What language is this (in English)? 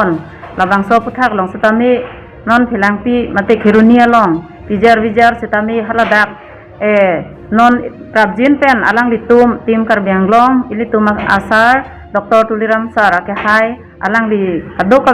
Karbi